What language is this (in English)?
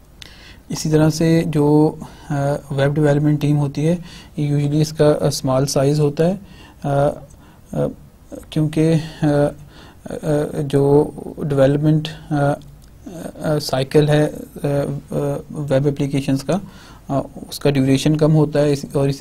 Hindi